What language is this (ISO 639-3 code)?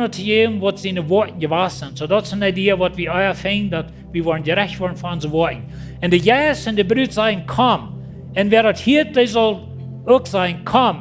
pdt